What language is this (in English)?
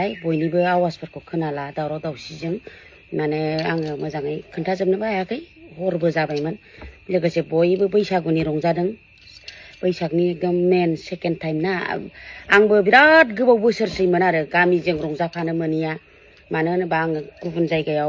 Bodo